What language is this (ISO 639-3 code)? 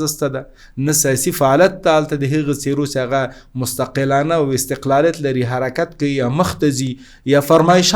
pus